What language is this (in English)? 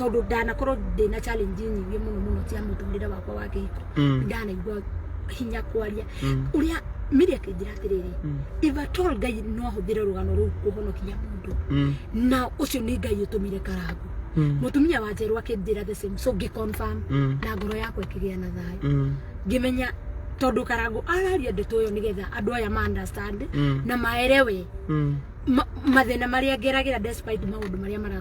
Kikuyu